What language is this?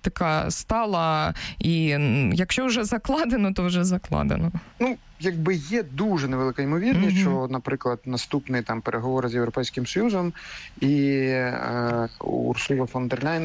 Ukrainian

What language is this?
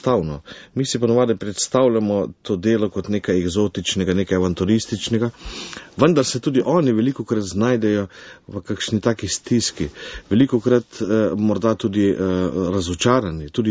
Slovenian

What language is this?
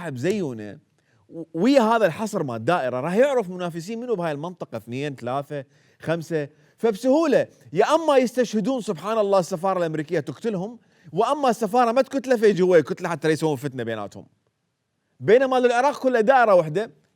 Mesopotamian Arabic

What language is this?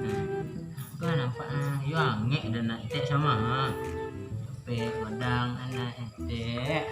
Minangkabau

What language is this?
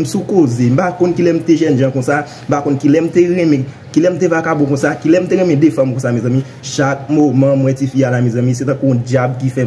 Haitian Creole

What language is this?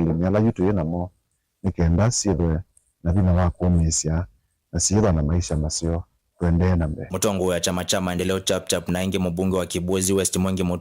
Kamba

